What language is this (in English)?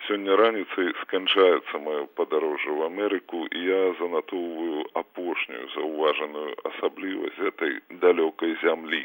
Belarusian